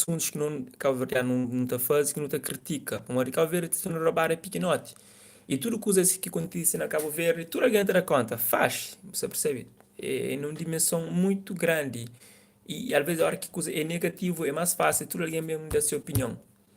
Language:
Kabuverdianu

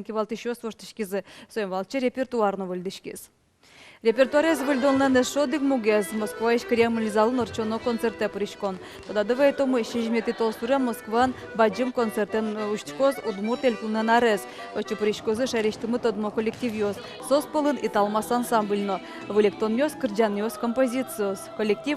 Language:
Udmurt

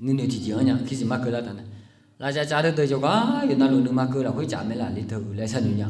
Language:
Akha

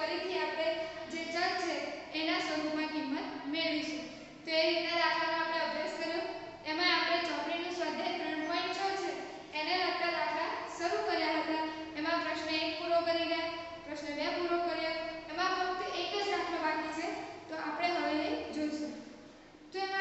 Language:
Gujarati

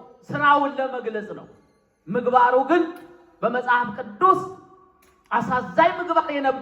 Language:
Amharic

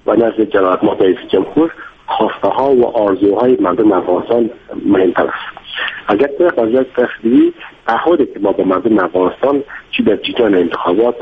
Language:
Persian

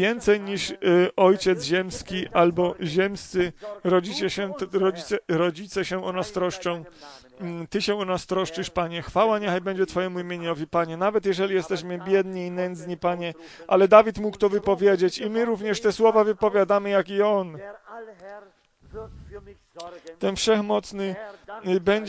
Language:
Polish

